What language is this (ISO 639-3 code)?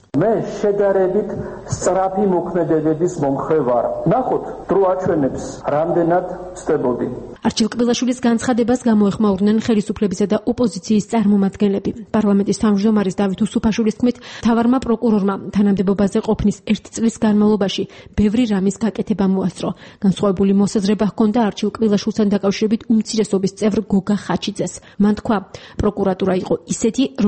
kat